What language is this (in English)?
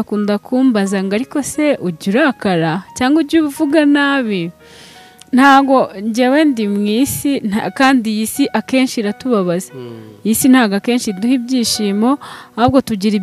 Kinyarwanda